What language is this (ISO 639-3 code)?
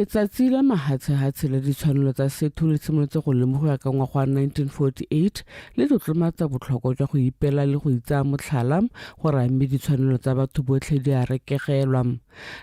tsn